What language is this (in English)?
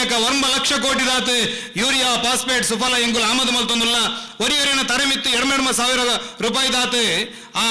Tulu